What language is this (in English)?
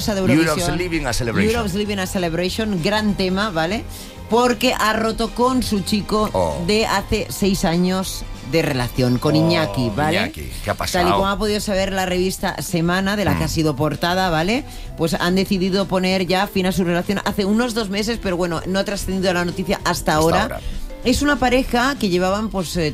Spanish